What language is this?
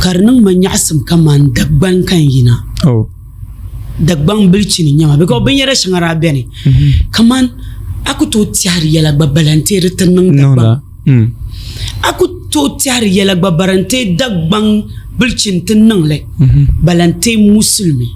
Dagbani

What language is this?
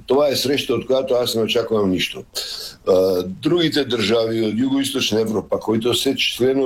Bulgarian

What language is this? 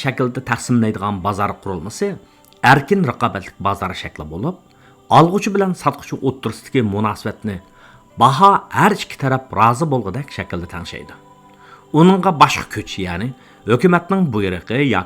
Uyghur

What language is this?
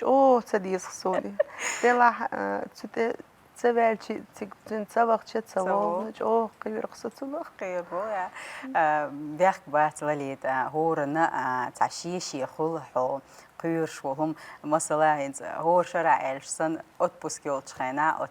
Chechen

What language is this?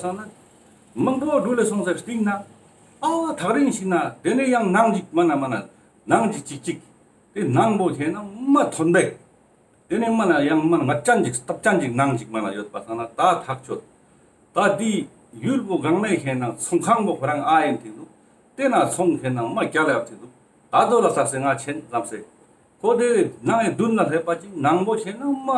Ladakhi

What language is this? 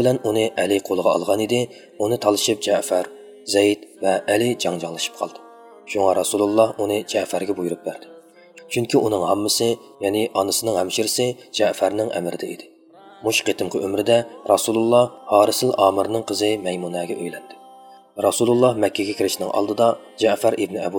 Uyghur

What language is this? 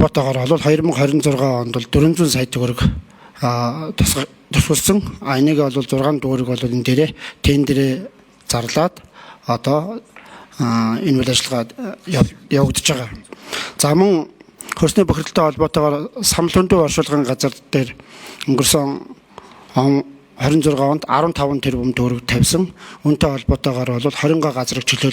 Mongolian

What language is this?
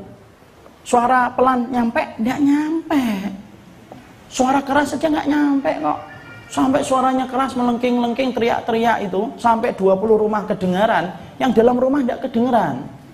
Indonesian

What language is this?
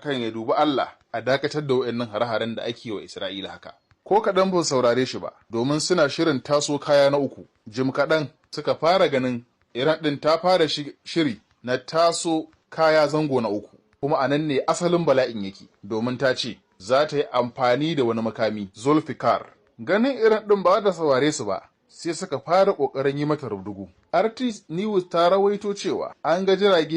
Hausa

